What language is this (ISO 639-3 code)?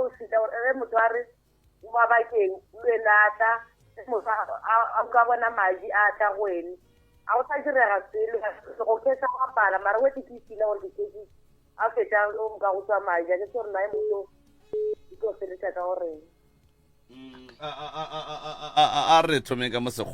nso